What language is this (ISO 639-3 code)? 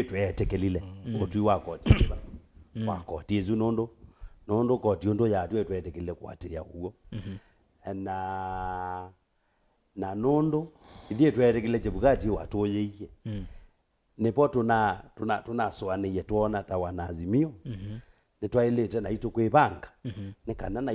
kam